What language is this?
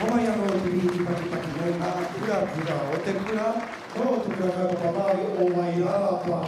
Māori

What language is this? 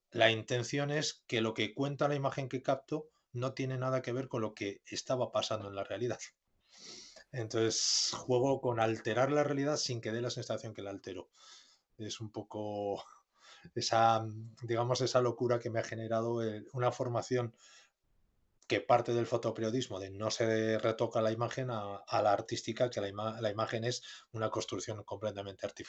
Spanish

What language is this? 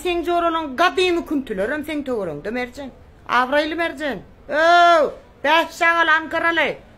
Turkmen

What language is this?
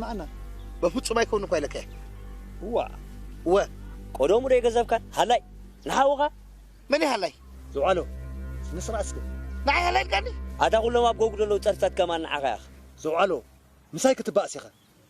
Tigrinya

